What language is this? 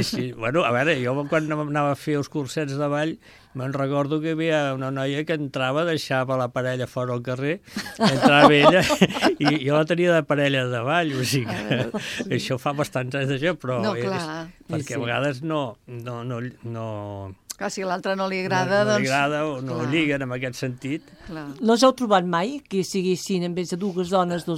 Catalan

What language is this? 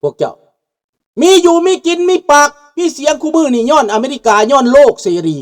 Lao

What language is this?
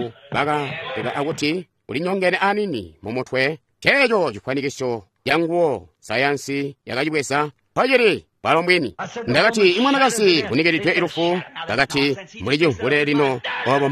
Tonga (Zambia)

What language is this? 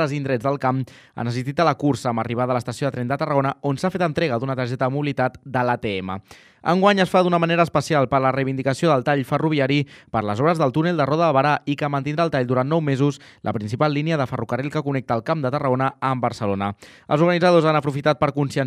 Catalan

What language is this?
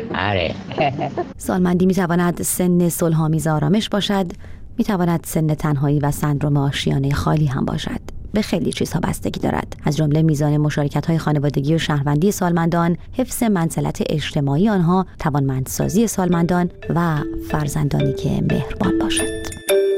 Persian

